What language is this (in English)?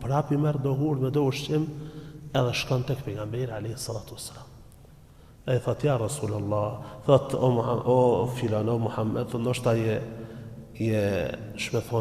Albanian